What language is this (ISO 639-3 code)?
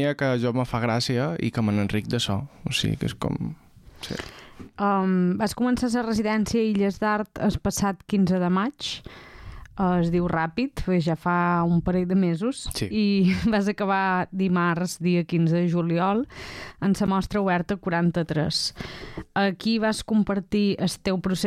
cat